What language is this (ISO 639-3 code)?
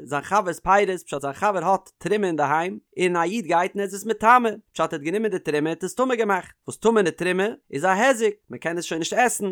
yid